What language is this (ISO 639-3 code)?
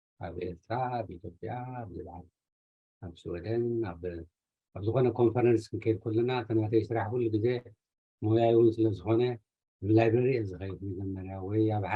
tir